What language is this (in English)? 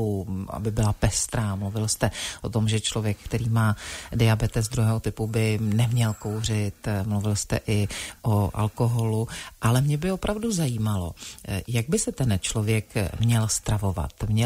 Czech